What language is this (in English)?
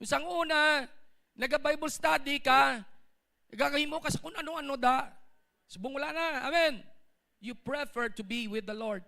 Hiligaynon